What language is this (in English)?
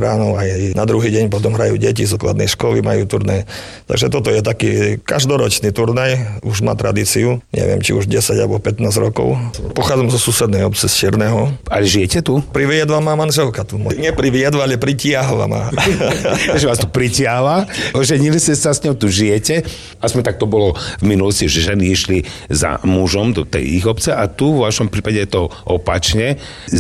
Slovak